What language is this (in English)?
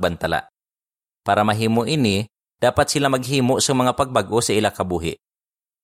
Hiligaynon